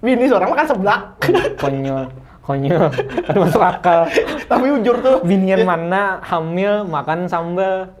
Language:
Banjar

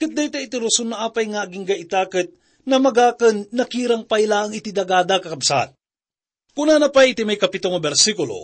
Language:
Iloko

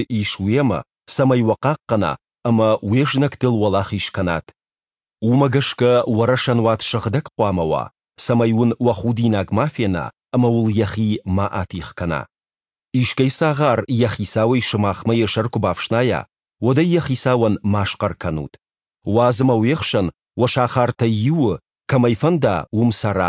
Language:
Ossetic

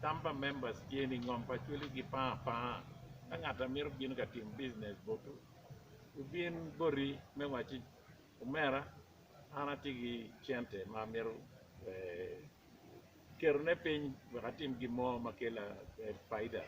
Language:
Acoli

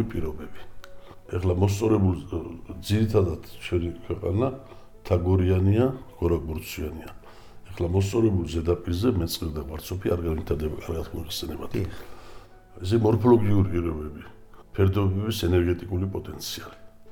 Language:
Georgian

